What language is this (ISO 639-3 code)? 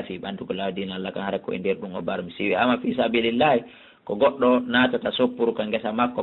ful